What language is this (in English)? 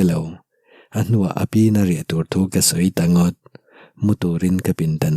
Mizo